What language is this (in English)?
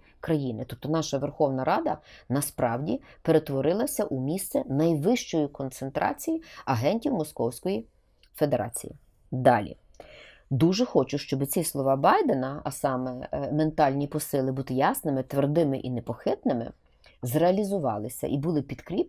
Ukrainian